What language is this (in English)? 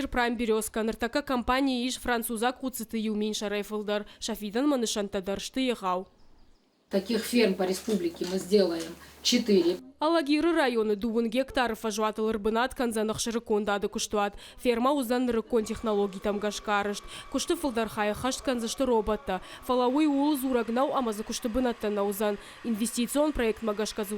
Ossetic